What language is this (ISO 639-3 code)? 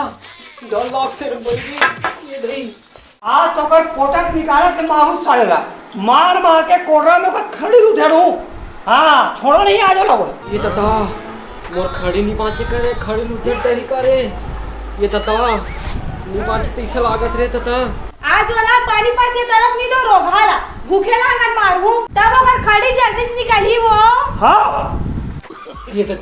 hne